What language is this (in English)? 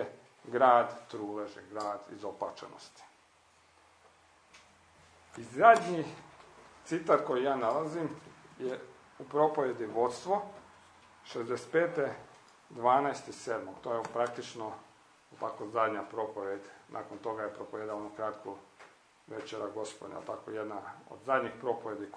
Croatian